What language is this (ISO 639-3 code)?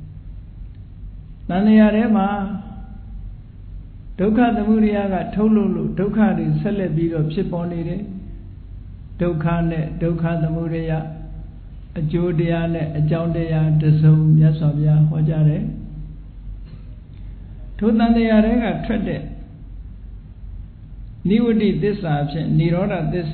mya